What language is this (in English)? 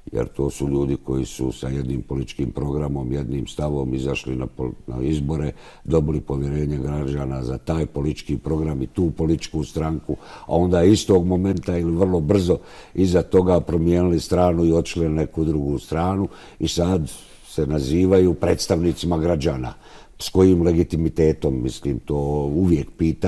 Bosnian